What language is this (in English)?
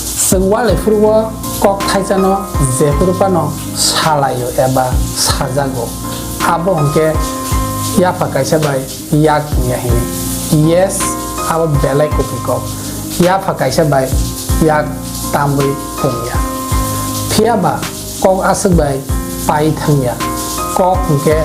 Kok Borok